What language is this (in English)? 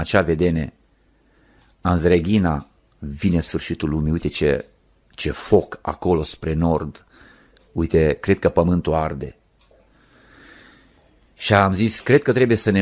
Romanian